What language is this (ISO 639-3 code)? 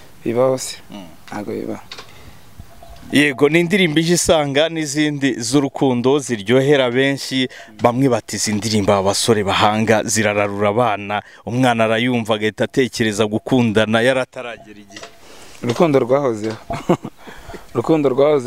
kin